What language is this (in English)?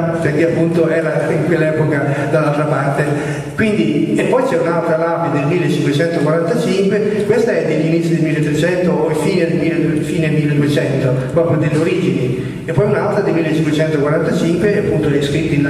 Italian